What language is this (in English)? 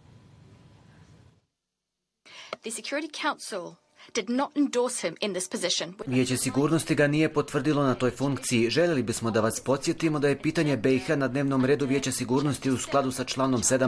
Bosnian